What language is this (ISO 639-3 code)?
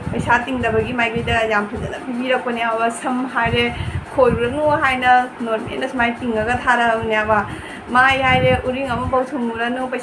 mni